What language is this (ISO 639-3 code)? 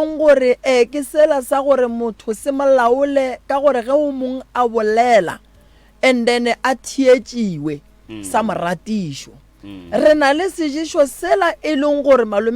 nso